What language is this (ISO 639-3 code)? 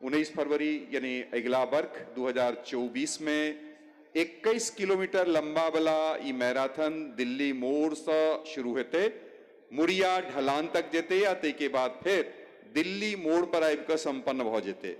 mai